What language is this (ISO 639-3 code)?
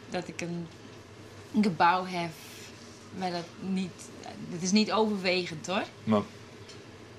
fry